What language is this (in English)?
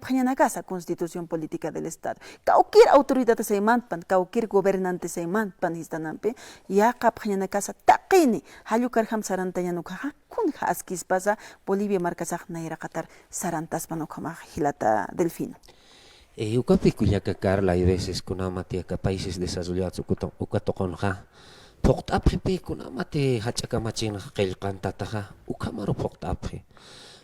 Aymara